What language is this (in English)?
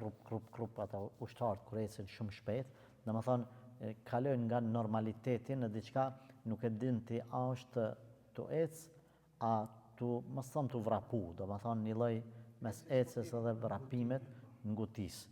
Albanian